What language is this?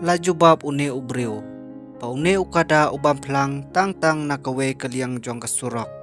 Khasi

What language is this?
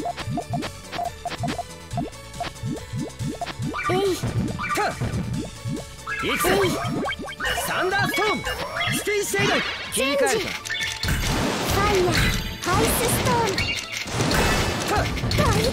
Japanese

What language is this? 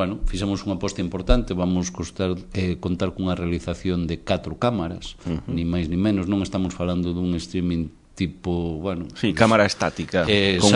Galician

